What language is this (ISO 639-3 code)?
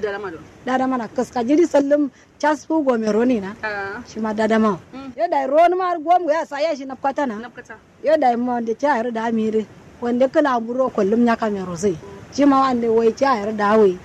kau